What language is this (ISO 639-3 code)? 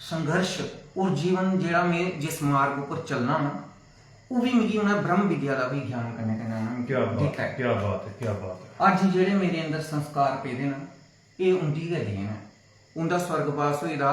doi